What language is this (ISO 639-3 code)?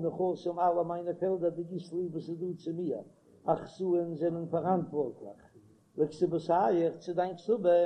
yid